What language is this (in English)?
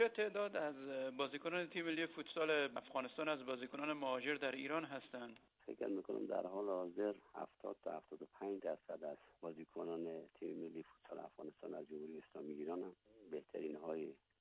Persian